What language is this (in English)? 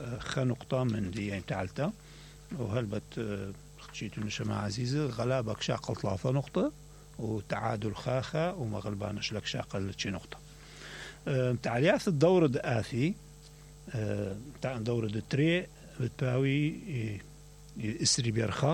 Mesopotamian Arabic